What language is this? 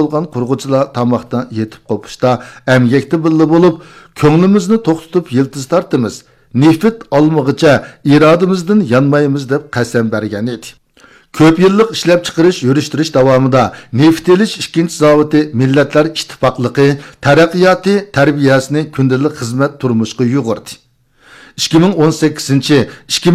Uyghur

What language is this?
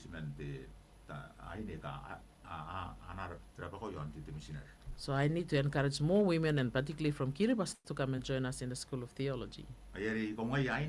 Gilbertese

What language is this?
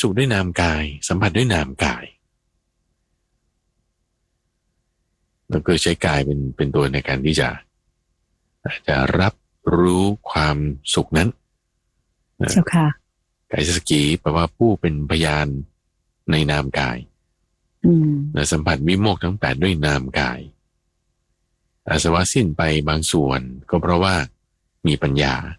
Thai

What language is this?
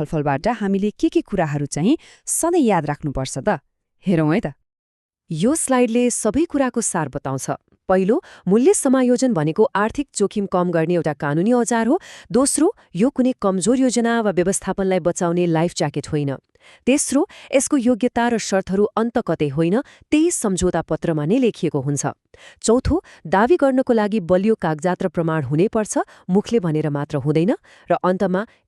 Nepali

